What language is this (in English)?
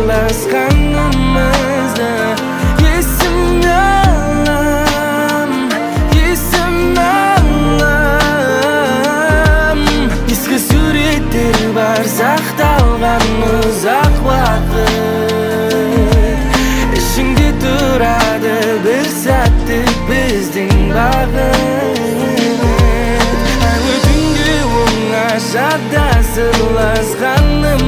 Kazakh